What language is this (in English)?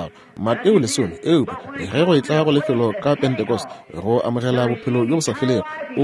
Northern Sotho